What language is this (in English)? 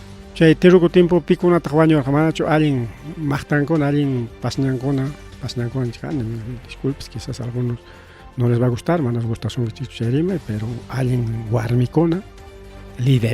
Ayacucho Quechua